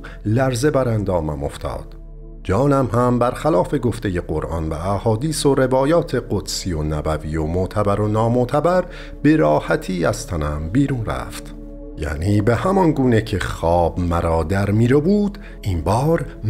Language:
Persian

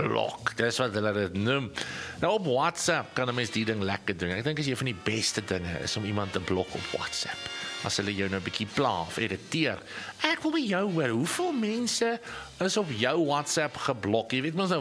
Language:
Afrikaans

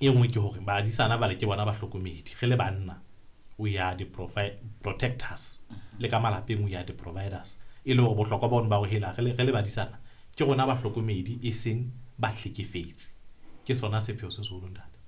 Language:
Southern Sotho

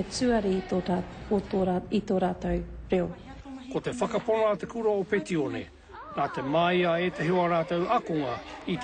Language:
Māori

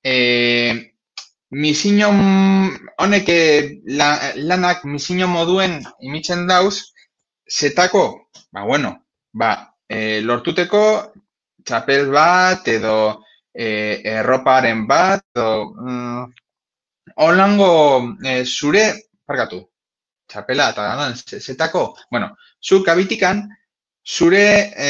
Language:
Basque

